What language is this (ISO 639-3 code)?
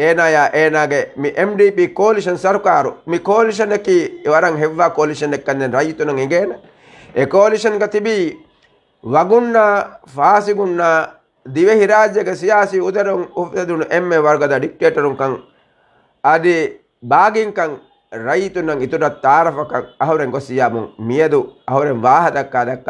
div